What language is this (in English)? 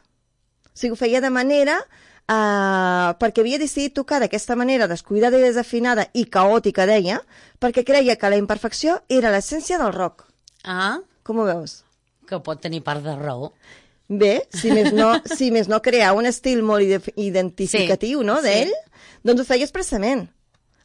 Catalan